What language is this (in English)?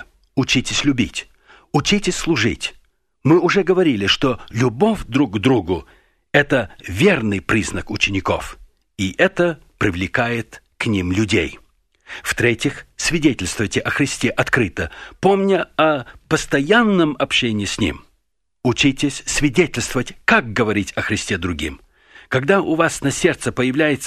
Russian